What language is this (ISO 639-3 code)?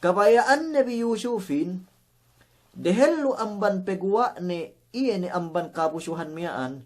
yka